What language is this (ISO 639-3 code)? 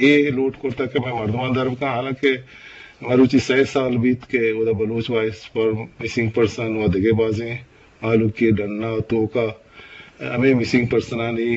bgp